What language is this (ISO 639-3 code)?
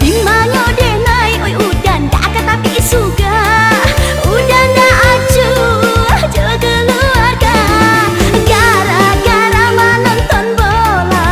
min